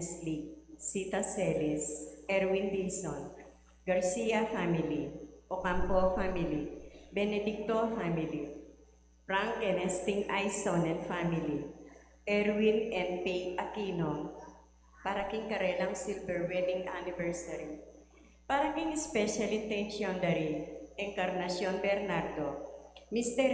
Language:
Pampanga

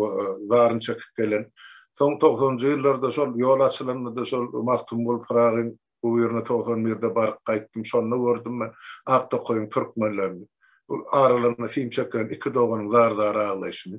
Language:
Turkmen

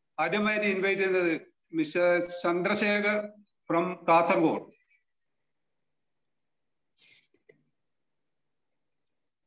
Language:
Malayalam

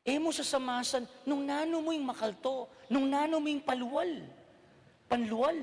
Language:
Pampanga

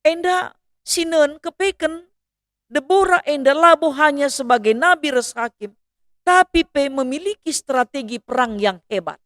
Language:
Batak Karo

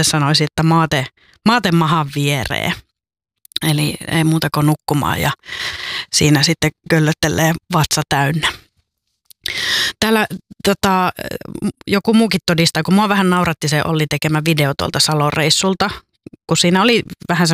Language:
Finnish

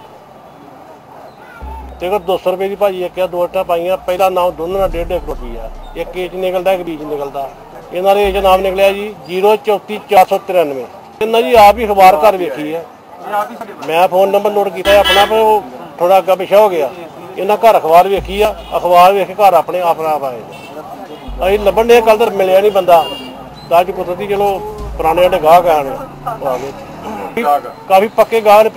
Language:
Punjabi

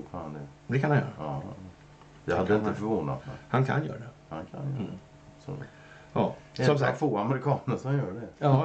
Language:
Swedish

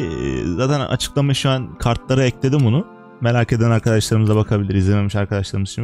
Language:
Turkish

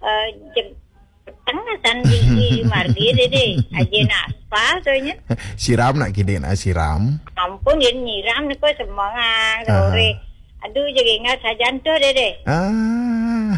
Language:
Balinese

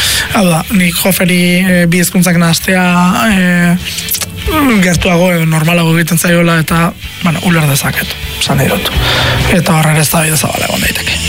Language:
Basque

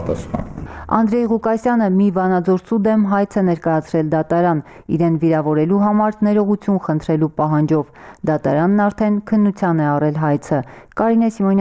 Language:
Armenian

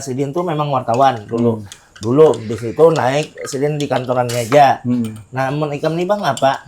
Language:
Banjar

